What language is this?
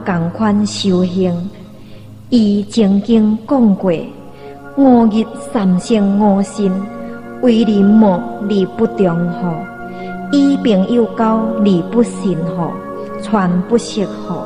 Min Nan Chinese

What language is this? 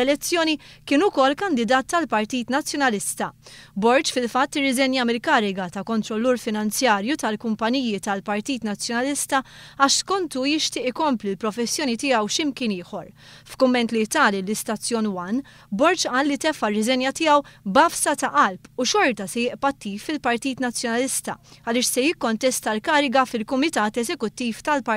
Maltese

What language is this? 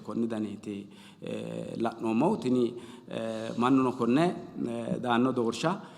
Sidamo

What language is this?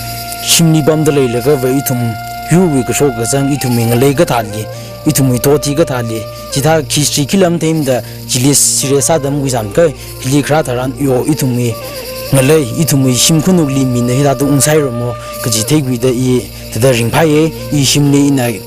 Tangkhul Naga (India)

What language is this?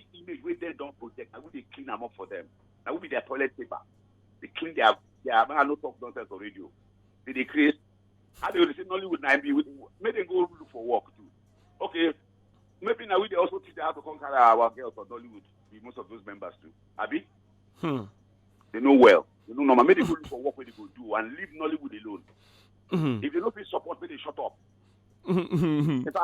Nigerian Pidgin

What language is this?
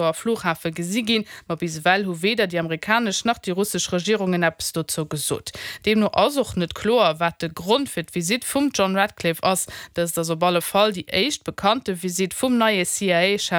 Luxembourgish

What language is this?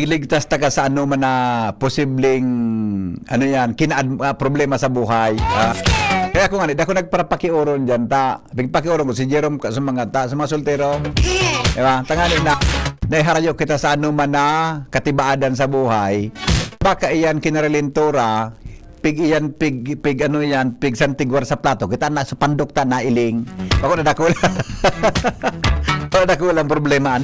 Bikol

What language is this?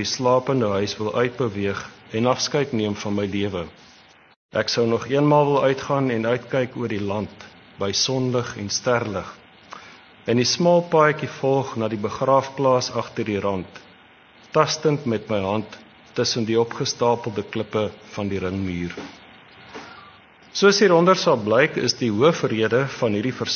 Afrikaans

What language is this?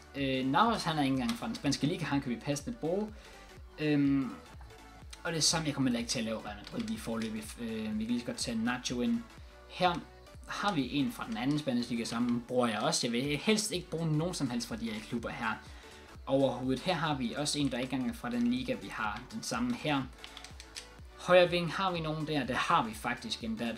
Danish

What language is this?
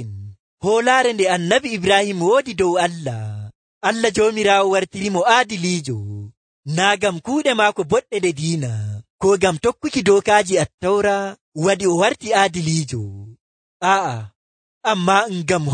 Nigerian Fulfulde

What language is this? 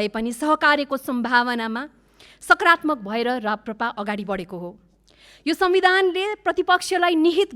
Nepali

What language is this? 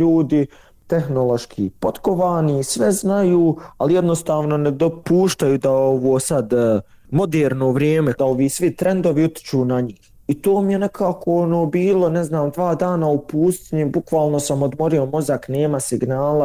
Bosnian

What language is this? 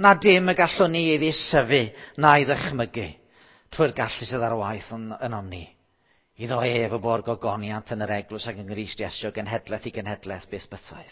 Welsh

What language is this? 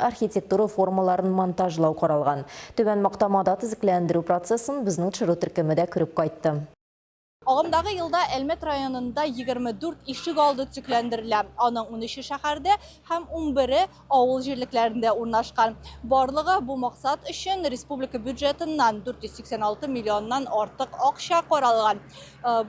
Tatar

